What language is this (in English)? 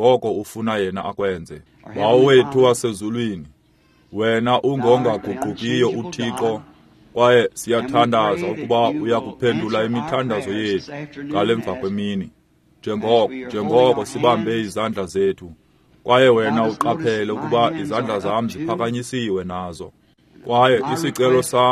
Xhosa